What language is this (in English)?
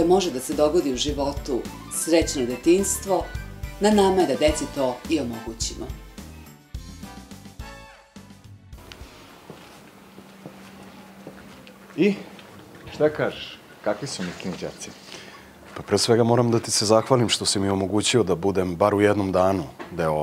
Serbian